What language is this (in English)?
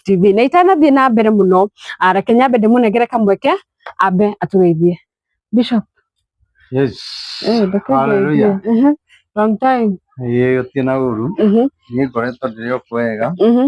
Kikuyu